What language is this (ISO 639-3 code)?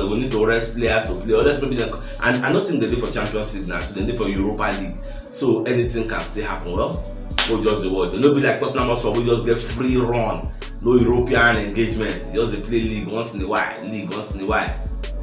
pcm